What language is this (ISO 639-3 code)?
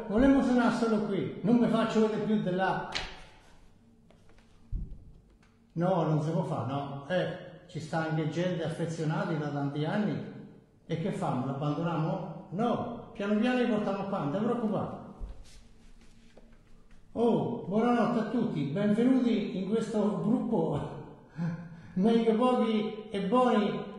ita